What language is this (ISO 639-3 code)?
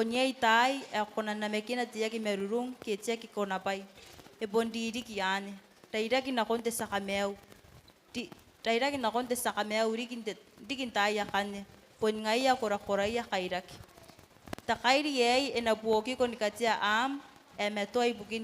gil